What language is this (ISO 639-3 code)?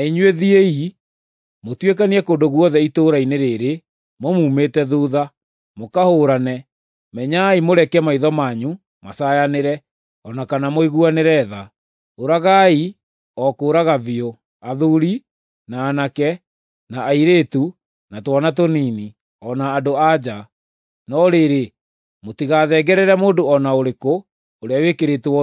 kik